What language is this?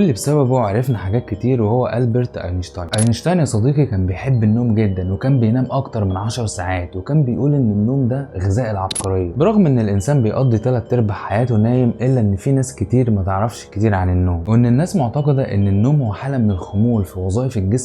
Egyptian Arabic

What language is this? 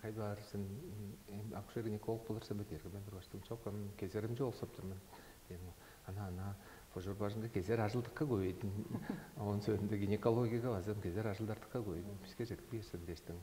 Tuvinian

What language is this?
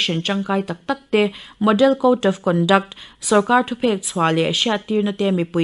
Mizo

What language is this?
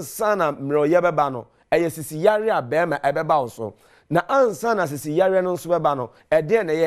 Akan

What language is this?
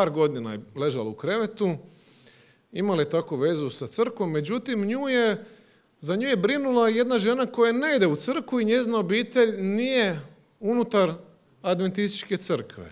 Croatian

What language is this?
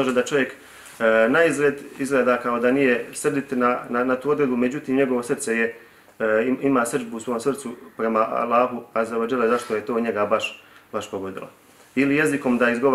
Bosnian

